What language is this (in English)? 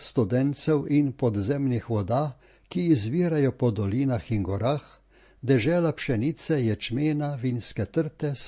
Slovenian